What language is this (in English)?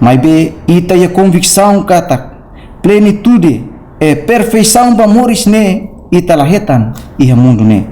Tetum